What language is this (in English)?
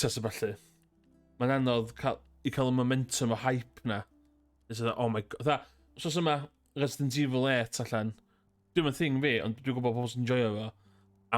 Welsh